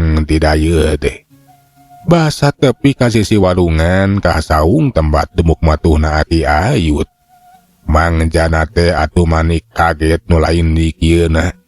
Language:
Sundanese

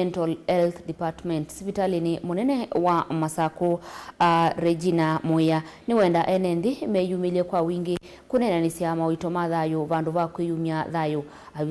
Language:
Kamba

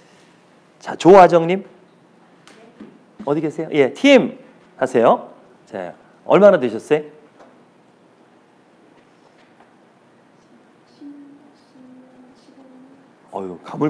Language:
Korean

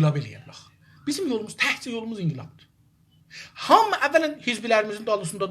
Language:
South Azerbaijani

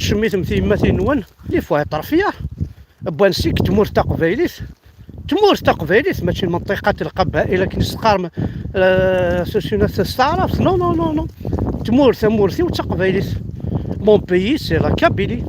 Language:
Kabyle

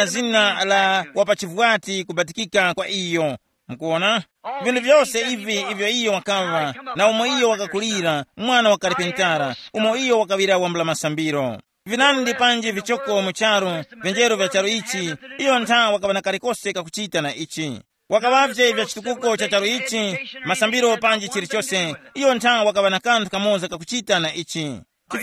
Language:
Tumbuka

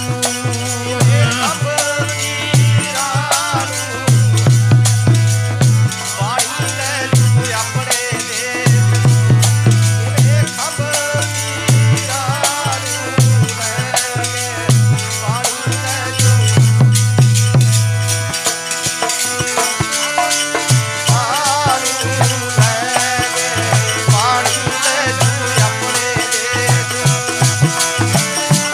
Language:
Punjabi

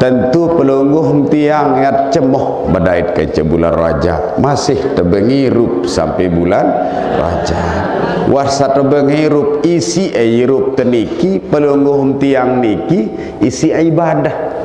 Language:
Sasak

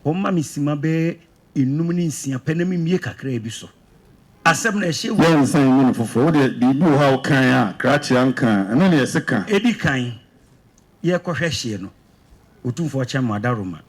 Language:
Akan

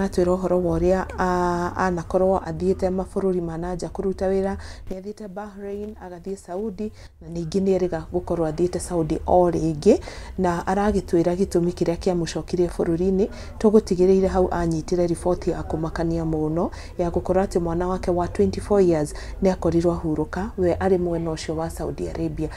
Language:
Kikuyu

